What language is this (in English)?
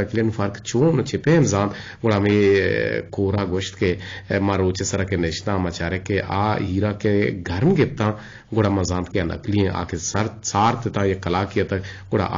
Eastern Balochi